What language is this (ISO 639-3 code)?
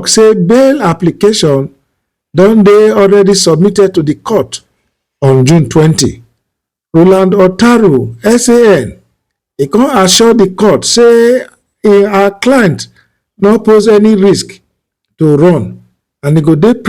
pcm